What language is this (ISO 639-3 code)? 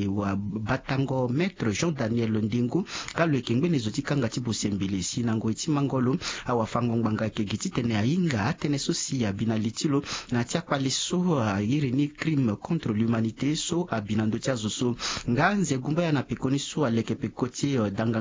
sag